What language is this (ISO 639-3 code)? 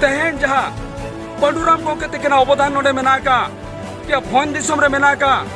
sat